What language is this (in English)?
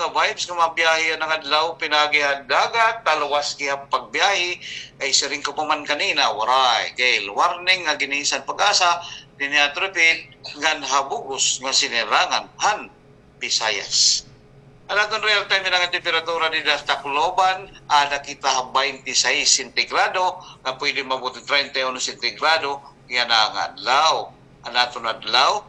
Waray